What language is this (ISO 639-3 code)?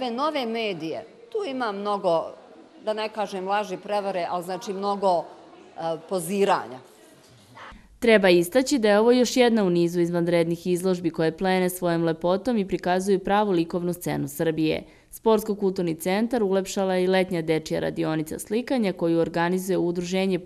srp